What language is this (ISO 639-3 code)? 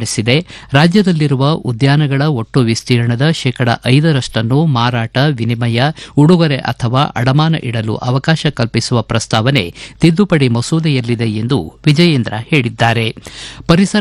kan